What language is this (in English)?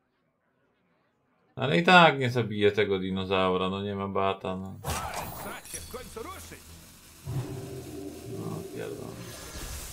Polish